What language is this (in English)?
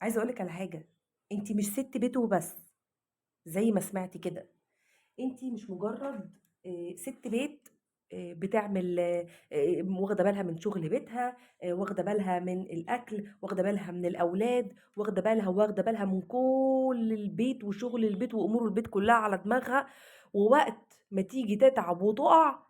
Egyptian Arabic